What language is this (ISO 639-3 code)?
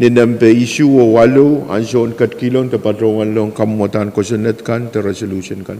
pon